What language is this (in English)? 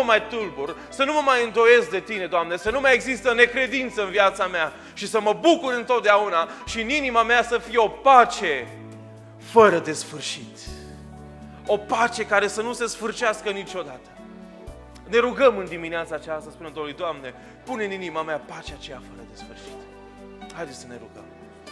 Romanian